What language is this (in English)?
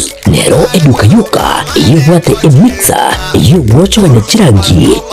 Gusii